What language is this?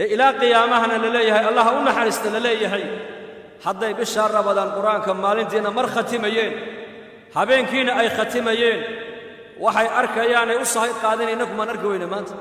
Somali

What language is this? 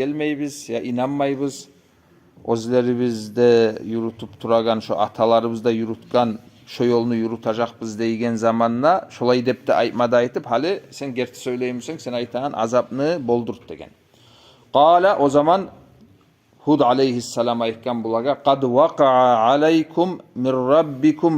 Kumyk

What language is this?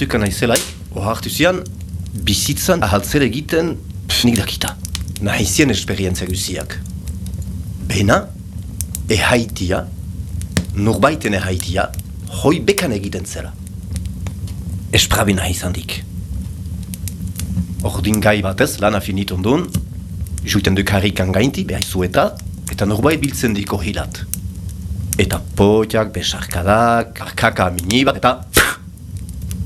Basque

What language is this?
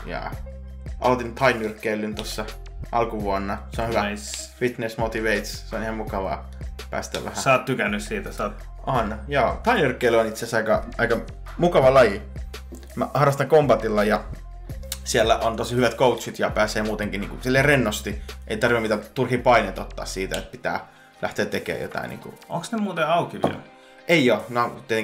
Finnish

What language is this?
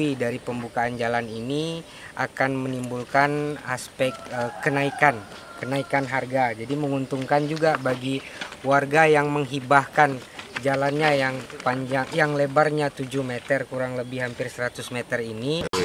Indonesian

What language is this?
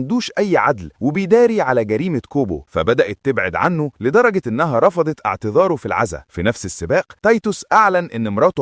Egyptian Arabic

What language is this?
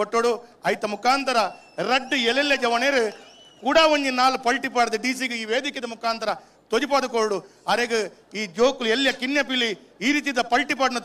Tulu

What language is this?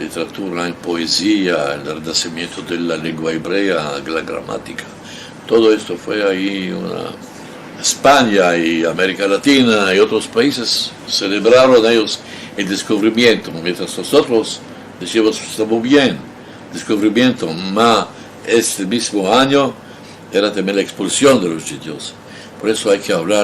Ladino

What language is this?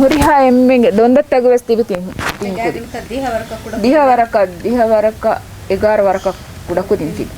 Divehi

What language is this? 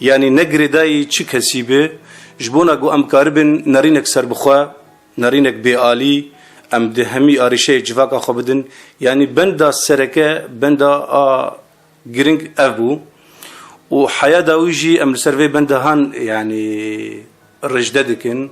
Kurdish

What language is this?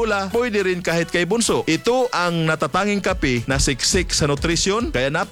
Filipino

